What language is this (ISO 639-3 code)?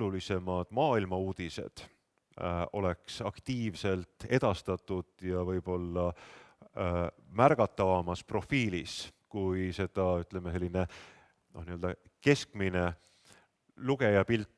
est